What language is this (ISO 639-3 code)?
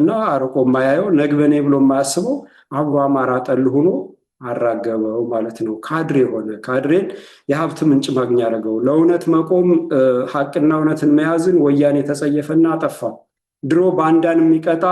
amh